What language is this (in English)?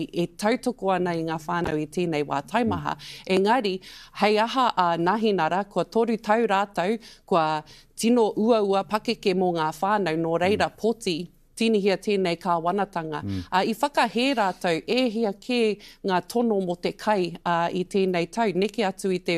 Māori